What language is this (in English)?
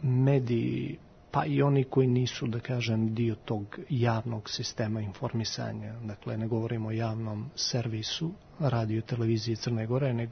Serbian